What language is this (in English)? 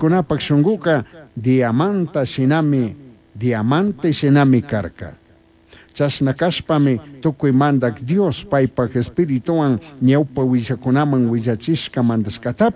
Chimborazo Highland Quichua